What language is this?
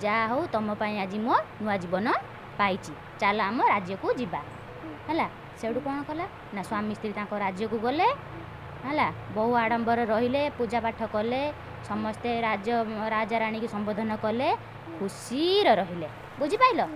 Odia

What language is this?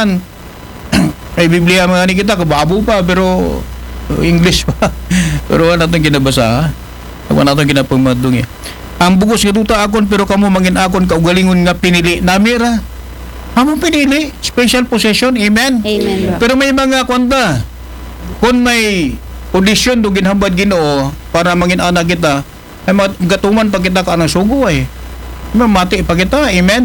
Aklanon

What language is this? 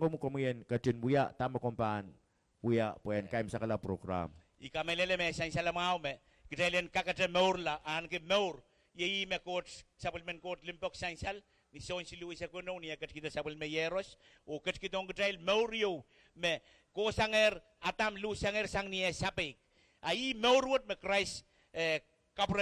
Pohnpeian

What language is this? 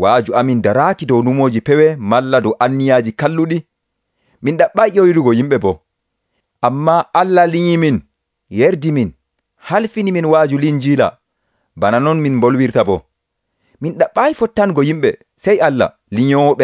Nigerian Fulfulde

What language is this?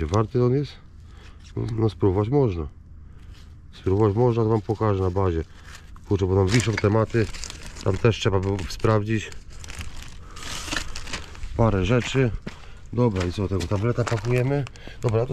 Polish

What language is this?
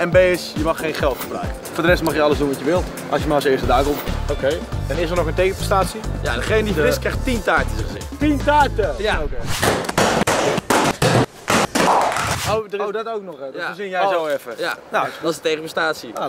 Dutch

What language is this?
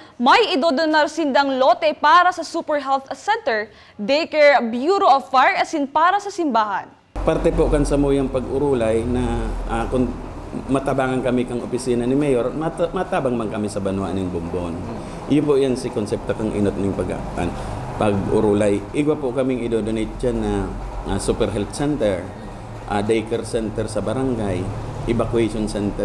Bikol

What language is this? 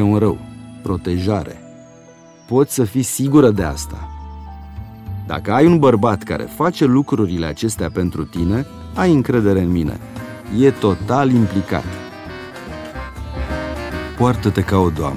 Romanian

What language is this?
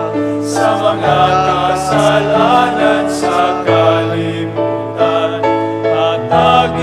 Cebuano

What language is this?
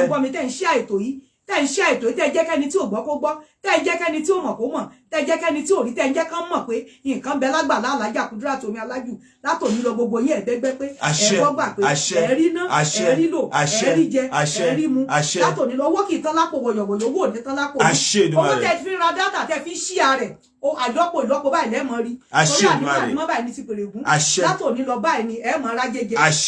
Yoruba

